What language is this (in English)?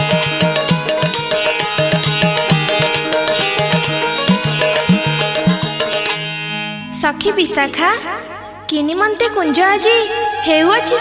Odia